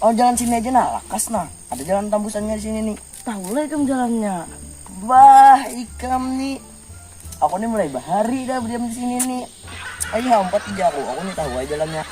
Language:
Banjar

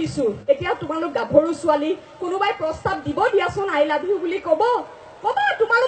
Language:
Assamese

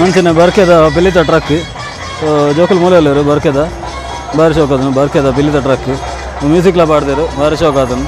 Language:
Tulu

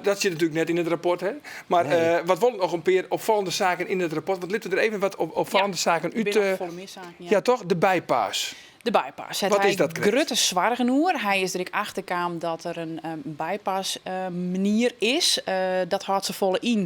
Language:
Western Frisian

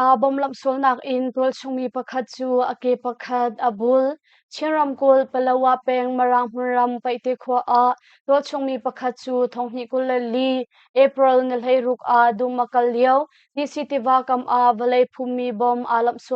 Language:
Hakha Chin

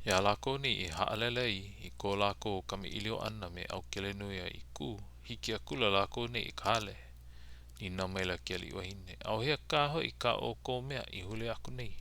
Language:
Hawaiian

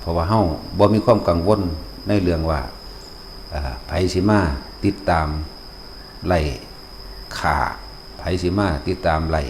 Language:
Northeastern Thai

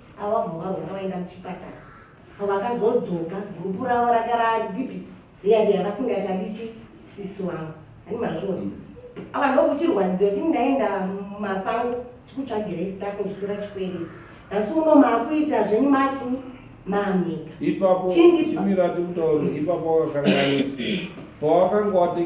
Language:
Shona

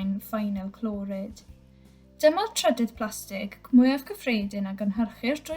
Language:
Welsh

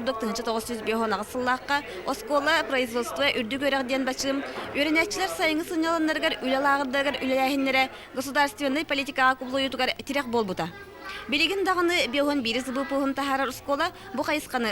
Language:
Yakut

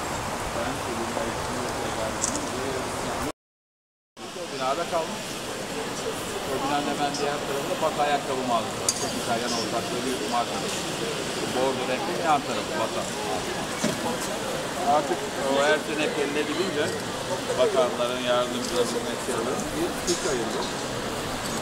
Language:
Turkish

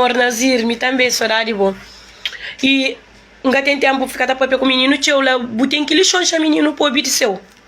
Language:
Kabuverdianu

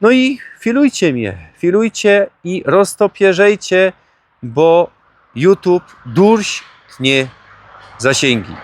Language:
Silesian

